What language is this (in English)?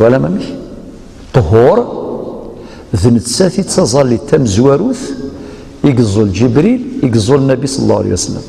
Algerian Arabic